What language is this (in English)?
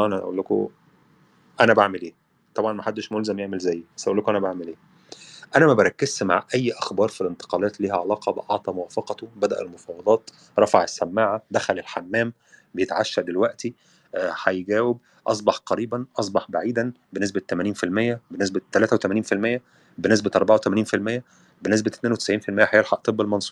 Egyptian Arabic